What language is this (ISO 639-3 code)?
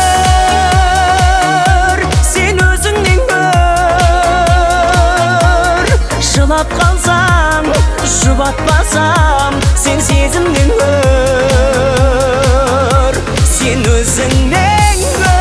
kaz